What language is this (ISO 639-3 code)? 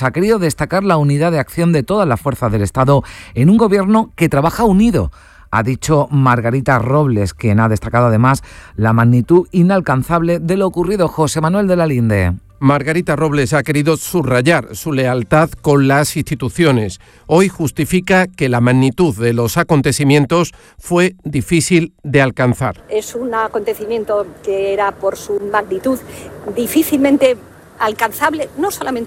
spa